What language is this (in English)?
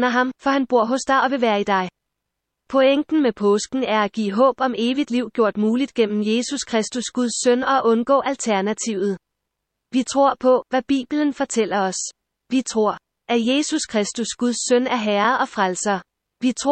Danish